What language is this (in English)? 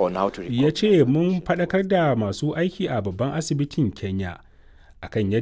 Hausa